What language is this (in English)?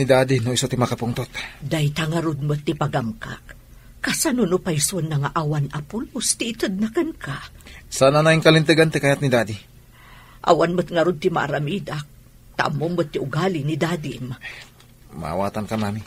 Iloko